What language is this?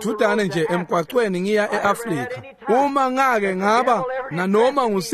Swati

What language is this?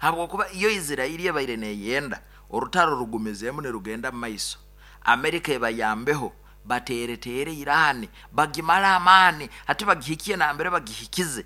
Nyoro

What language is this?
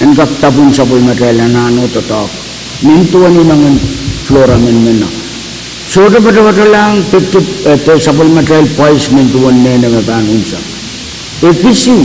Pohnpeian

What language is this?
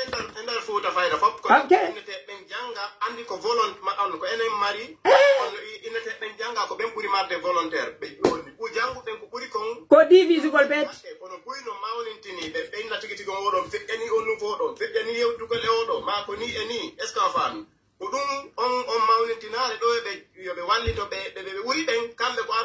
Pular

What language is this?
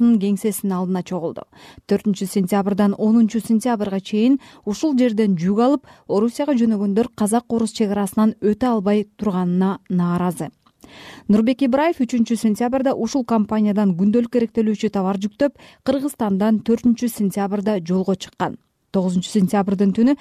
Kyrgyz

